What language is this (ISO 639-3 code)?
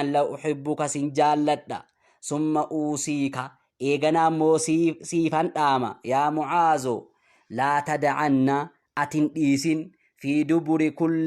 orm